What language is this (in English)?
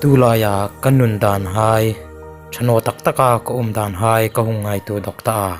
Hmar